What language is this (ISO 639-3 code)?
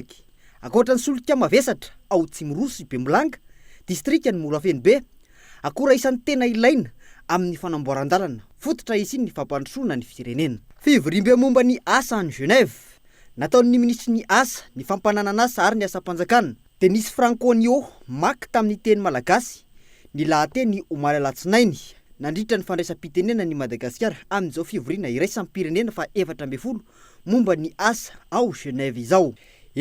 mlg